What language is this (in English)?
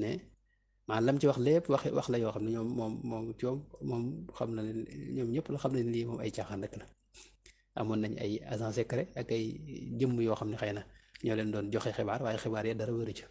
Wolof